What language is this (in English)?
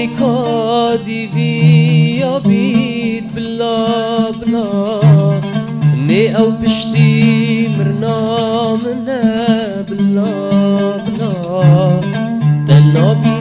Kurdish